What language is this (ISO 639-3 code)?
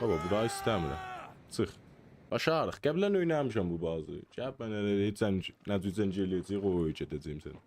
azb